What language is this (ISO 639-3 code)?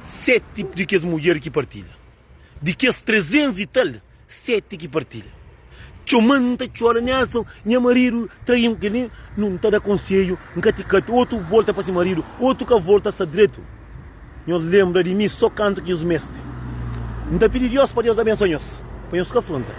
kea